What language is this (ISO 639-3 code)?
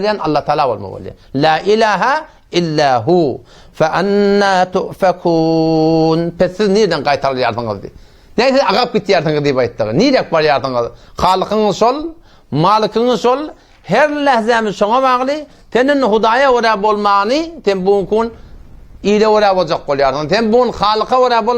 tuk